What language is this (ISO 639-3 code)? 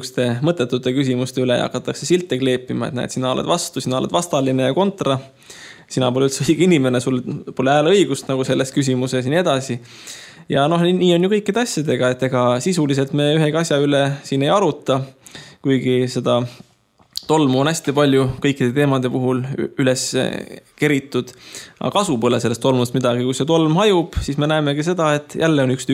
est